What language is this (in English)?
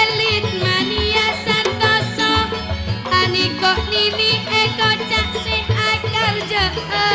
Madurese